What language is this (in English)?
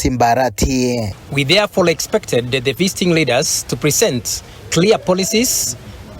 Gusii